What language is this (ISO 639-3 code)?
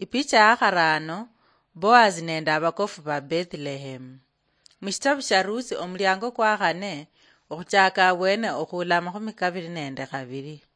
luy